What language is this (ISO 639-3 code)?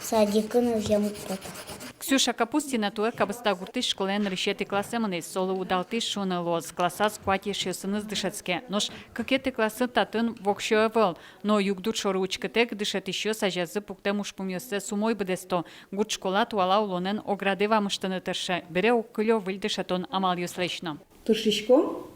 udm